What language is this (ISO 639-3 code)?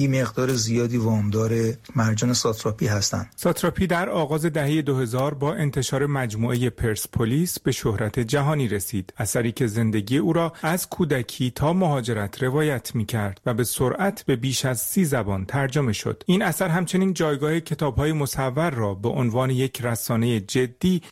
fas